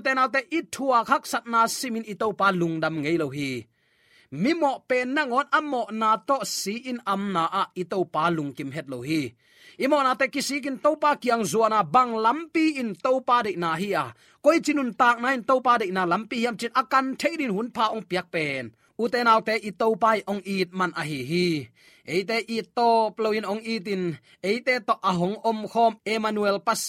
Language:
Tedim Chin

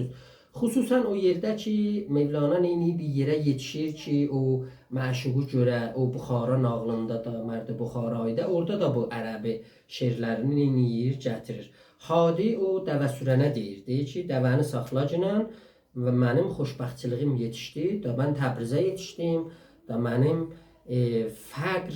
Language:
South Azerbaijani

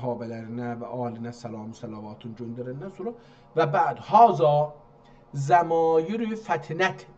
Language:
South Azerbaijani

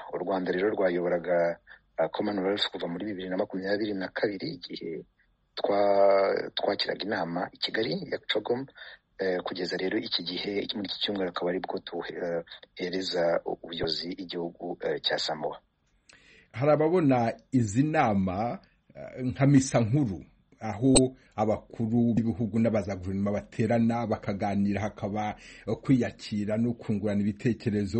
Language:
Kinyarwanda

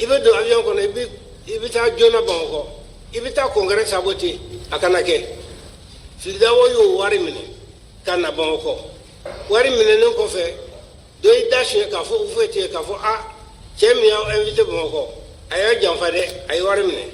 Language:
Bambara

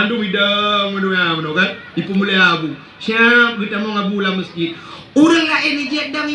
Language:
Achinese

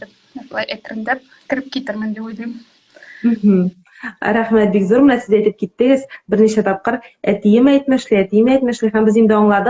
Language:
Tatar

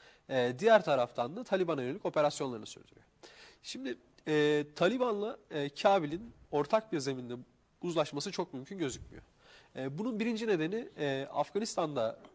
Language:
Turkish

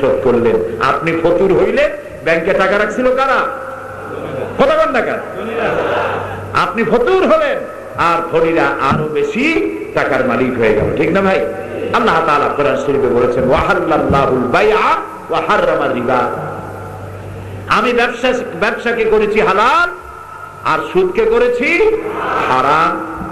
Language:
Bangla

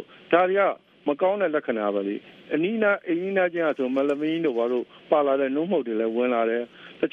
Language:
Burmese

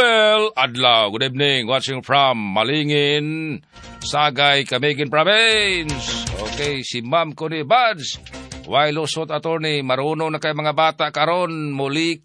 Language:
Cebuano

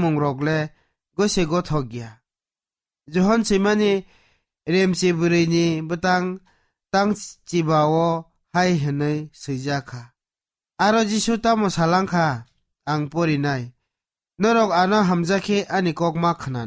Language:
Kok Borok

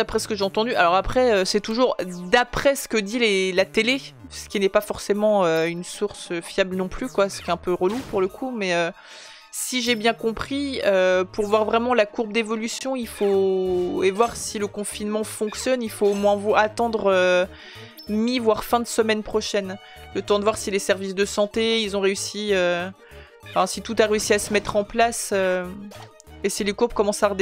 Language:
French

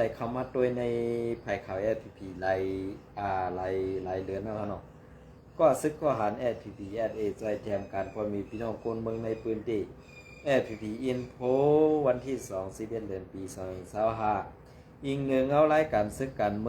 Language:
Shan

